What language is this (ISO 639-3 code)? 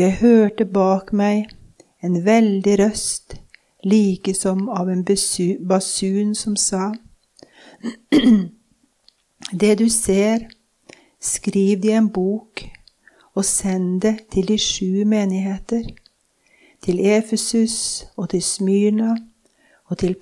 nor